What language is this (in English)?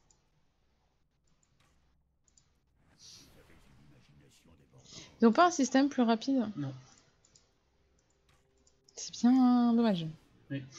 French